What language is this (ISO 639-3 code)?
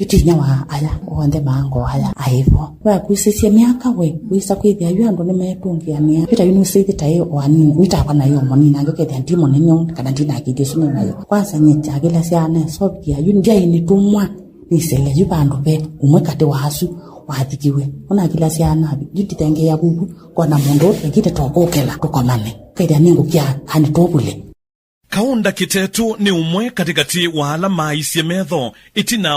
kam